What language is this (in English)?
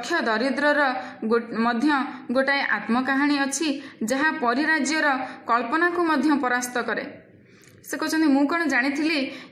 Odia